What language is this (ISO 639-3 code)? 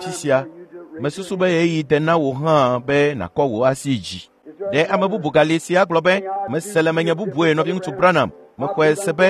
ewe